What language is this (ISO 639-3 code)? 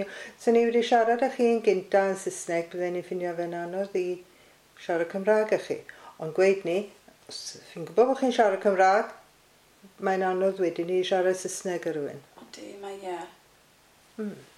cym